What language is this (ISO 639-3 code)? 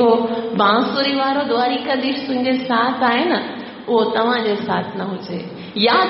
snd